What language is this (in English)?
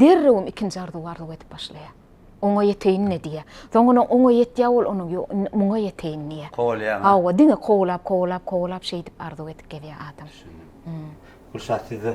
Turkmen